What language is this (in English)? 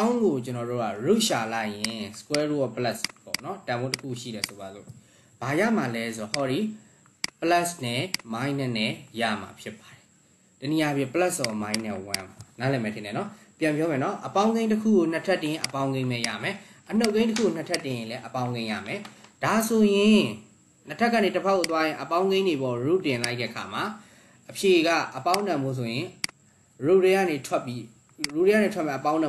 Burmese